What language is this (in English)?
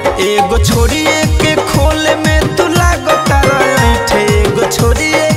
Bhojpuri